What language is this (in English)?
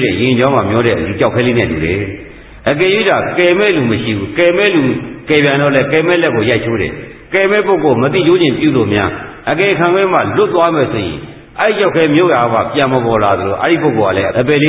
Burmese